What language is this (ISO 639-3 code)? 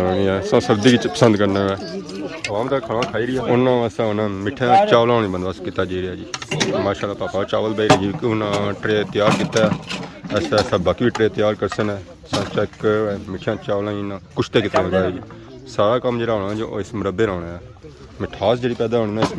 phr